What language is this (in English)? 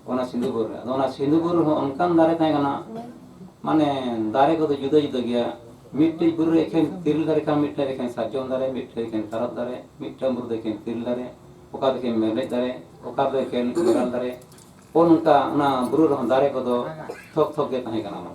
Santali